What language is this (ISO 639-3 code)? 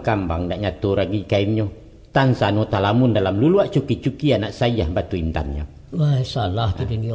min